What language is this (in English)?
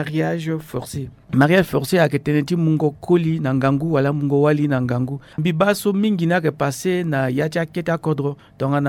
Sango